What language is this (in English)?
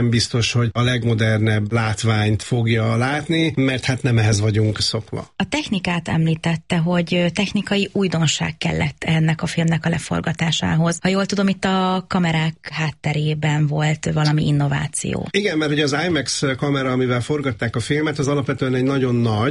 Hungarian